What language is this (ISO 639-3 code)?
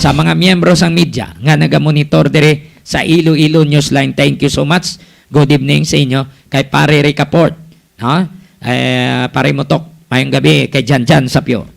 hil